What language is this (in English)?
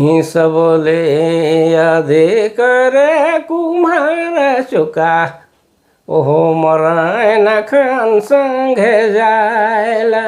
Sadri